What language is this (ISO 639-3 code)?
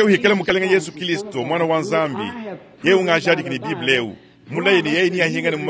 lua